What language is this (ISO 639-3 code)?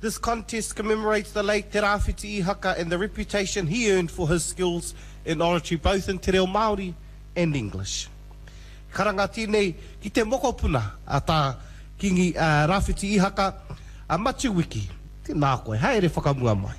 mri